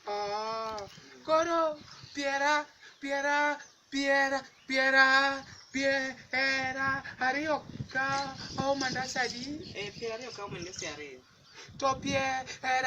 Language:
Luo (Kenya and Tanzania)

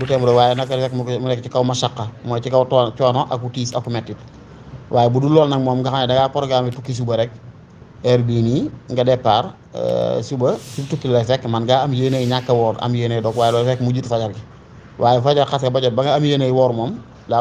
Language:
Wolof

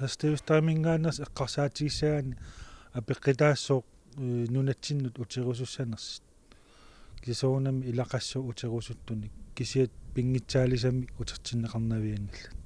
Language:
Kalaallisut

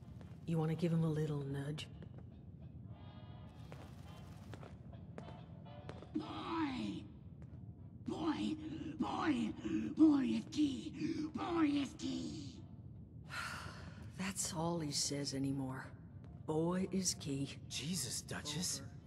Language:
English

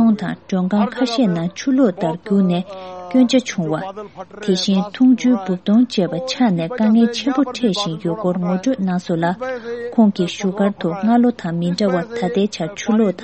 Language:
Tibetan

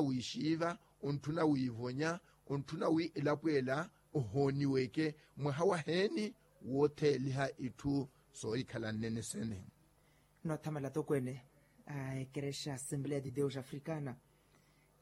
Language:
Makhuwa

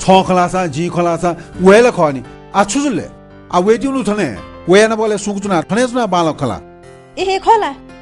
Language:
Newari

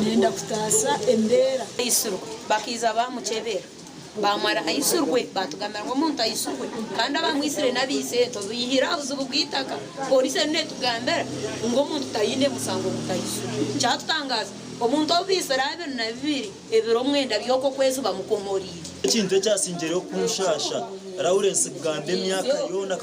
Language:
Nyankole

